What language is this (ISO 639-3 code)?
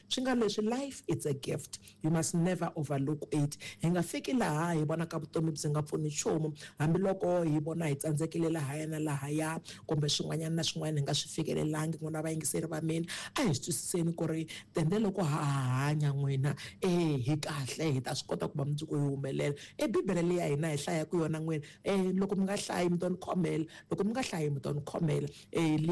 tso